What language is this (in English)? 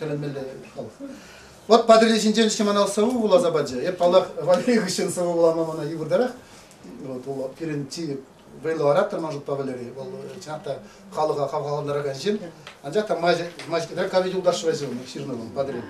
Chuvash